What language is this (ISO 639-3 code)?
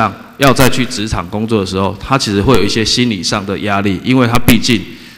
zho